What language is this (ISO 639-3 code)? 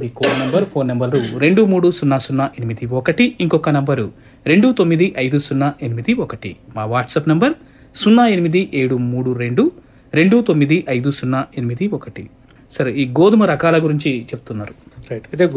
tel